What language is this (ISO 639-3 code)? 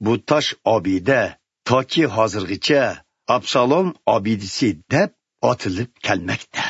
uig